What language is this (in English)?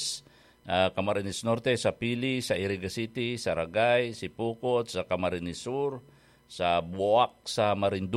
Bikol